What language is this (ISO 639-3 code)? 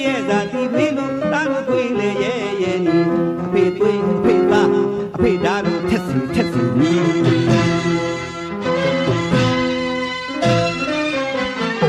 mya